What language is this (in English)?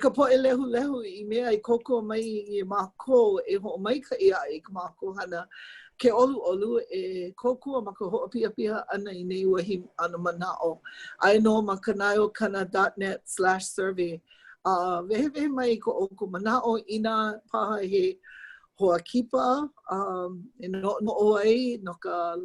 Hawaiian